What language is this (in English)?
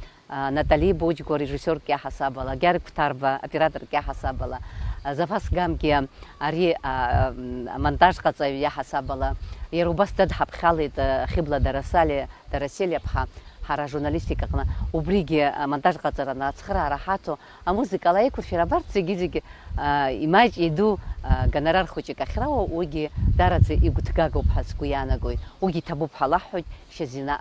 Abkhazian